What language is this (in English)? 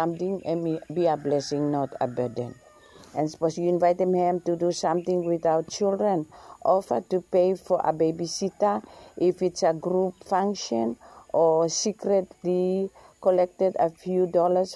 Bislama